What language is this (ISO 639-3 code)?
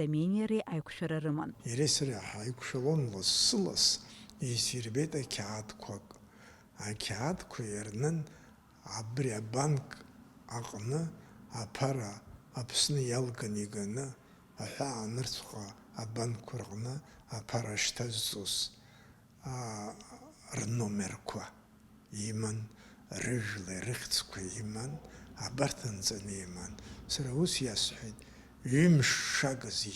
abk